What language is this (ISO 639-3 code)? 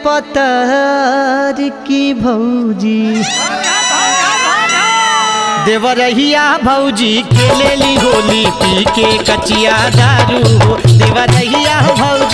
bho